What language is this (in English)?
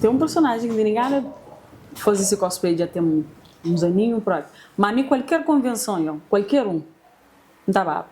Kabuverdianu